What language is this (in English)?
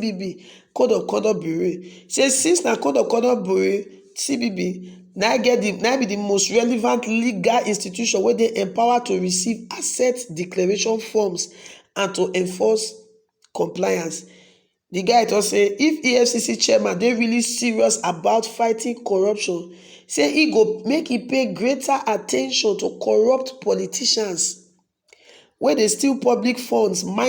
Nigerian Pidgin